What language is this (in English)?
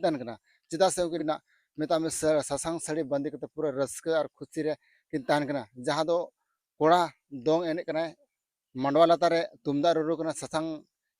Santali